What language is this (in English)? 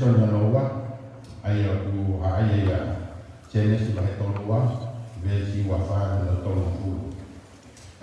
Tongan